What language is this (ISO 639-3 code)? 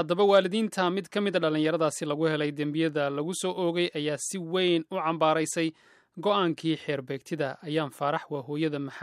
som